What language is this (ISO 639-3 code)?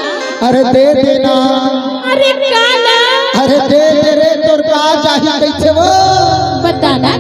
hne